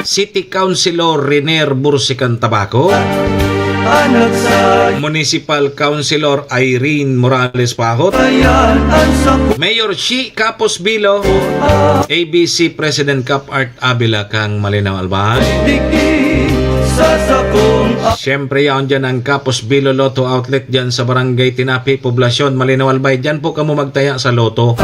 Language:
Bikol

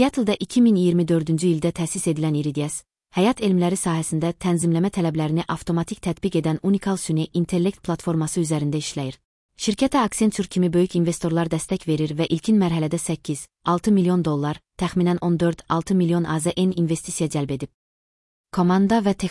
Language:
Azerbaijani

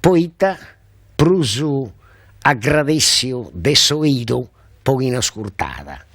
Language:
Sardinian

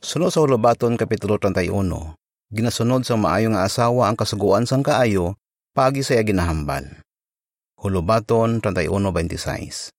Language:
Hiligaynon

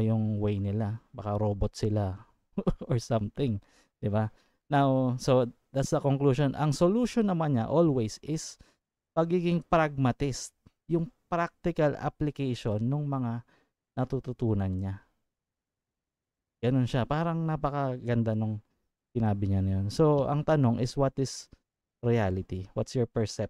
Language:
Filipino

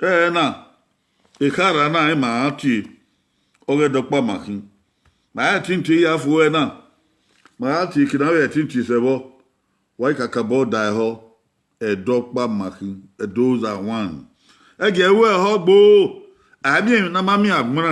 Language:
Bini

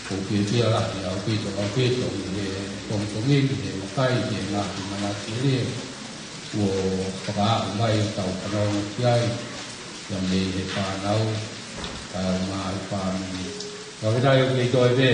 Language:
Tongan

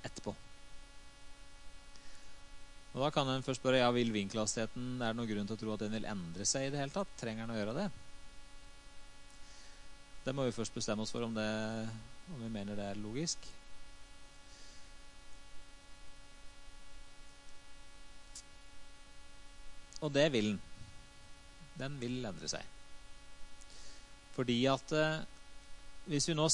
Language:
Norwegian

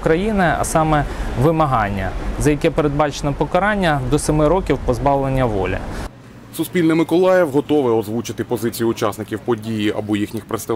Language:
Ukrainian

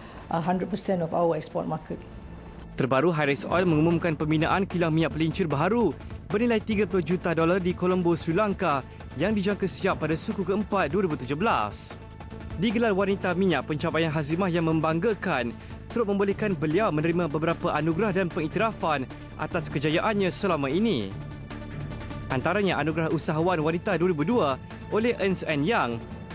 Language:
Malay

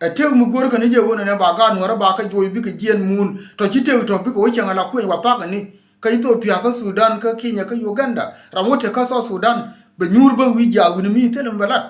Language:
Nuer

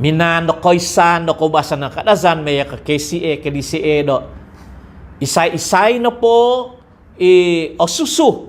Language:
Central Dusun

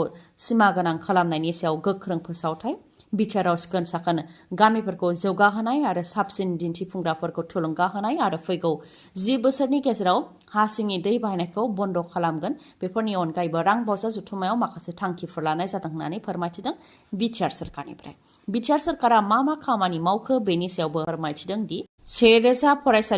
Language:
Bodo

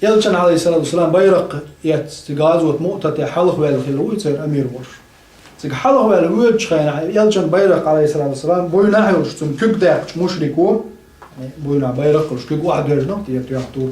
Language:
Chechen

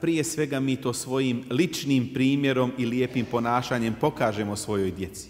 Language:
Bosnian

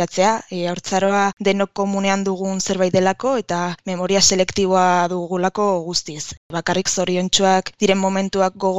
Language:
Basque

